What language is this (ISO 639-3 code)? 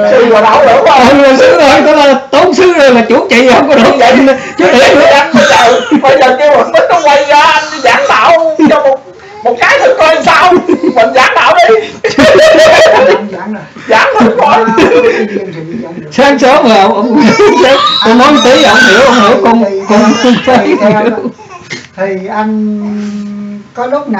vie